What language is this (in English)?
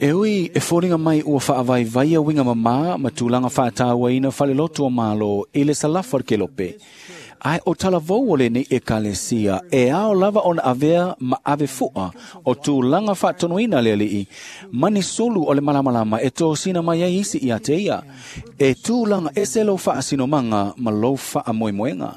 Samoan